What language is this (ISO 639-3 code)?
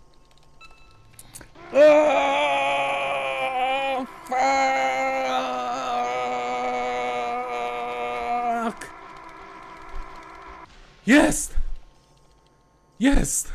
pol